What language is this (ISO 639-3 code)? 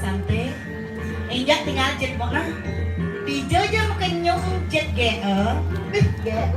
ban